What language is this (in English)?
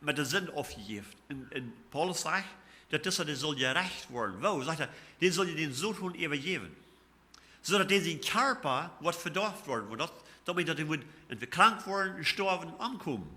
Plautdietsch